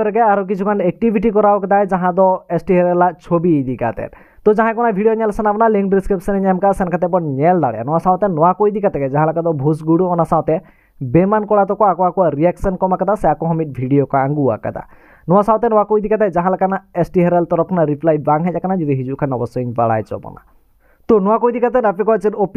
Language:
Santali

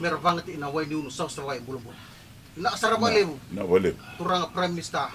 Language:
Fijian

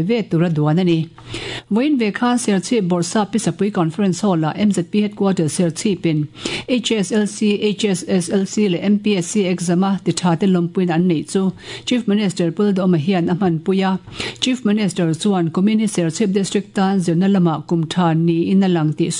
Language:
Mizo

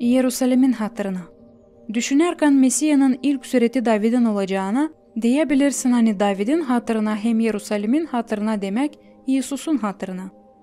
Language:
Gagauz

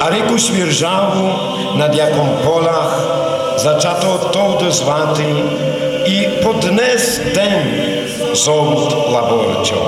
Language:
Rusyn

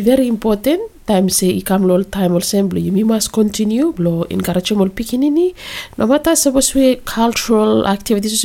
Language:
Bislama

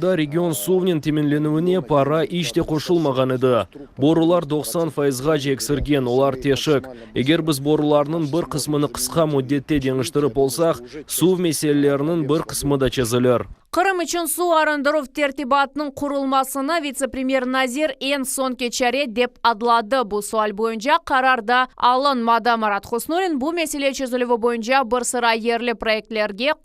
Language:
Crimean Tatar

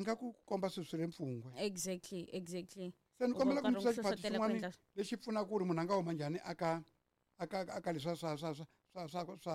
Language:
Tsonga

